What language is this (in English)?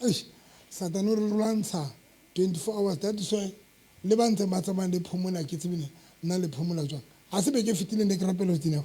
Southern Sotho